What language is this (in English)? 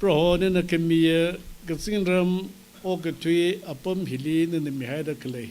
Tangkhul Naga (India)